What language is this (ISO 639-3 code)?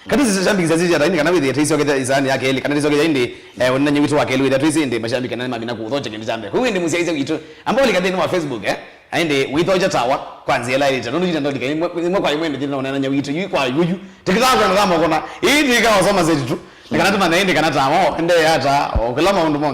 kam